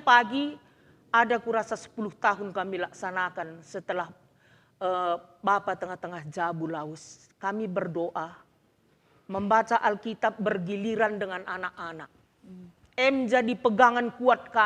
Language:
Batak Karo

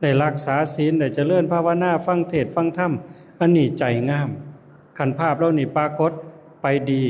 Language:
Lao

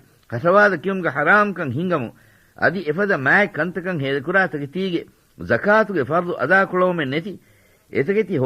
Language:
Divehi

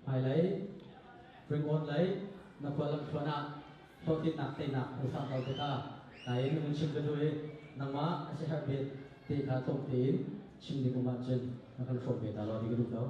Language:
Hakha Chin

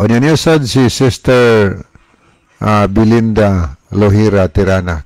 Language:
Cebuano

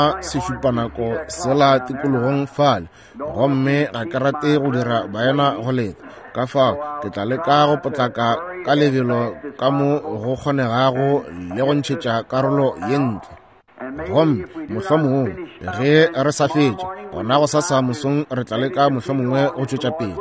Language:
Northern Sotho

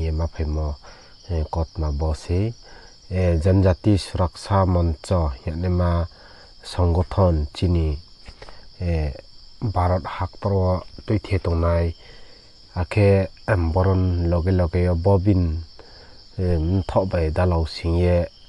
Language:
Riang (India)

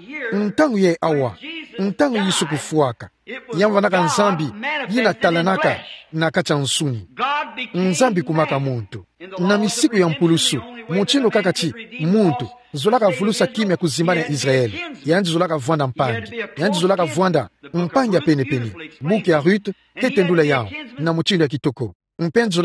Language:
Kituba (Democratic Republic of Congo)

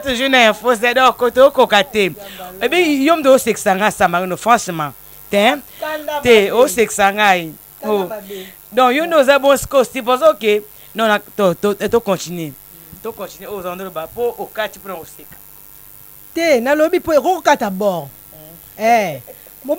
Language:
Lingala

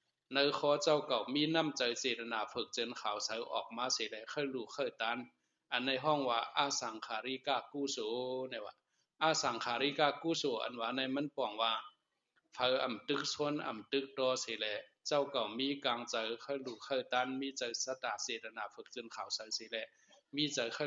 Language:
Shan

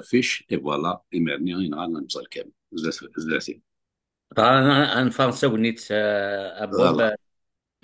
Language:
Kabyle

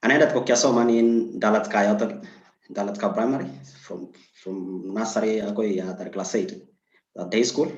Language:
Kalenjin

